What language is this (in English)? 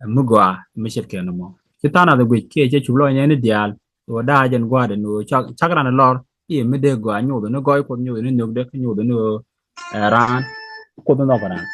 Nuer